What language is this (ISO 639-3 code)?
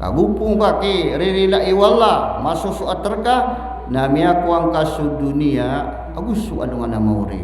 mrw